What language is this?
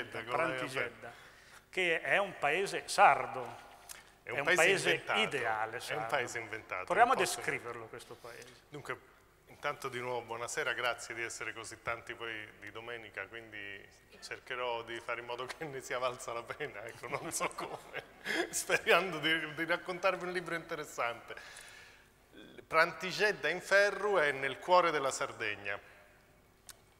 Italian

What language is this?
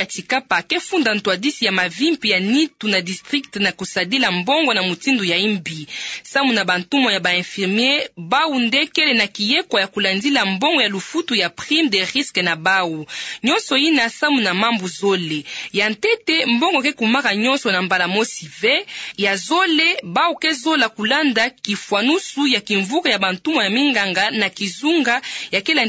Kituba (Democratic Republic of Congo)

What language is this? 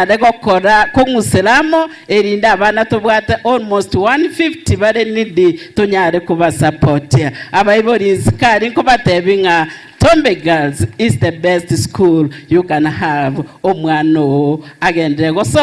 Gusii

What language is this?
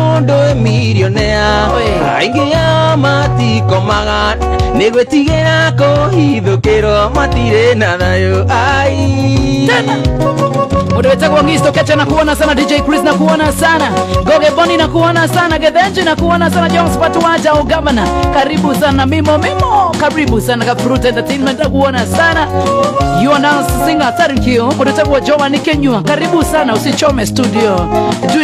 Kikuyu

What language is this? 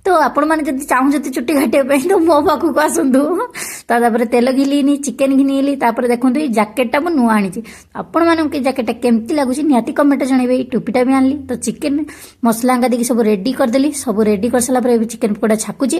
Odia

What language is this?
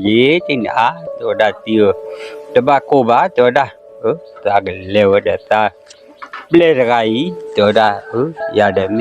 S'gaw Karen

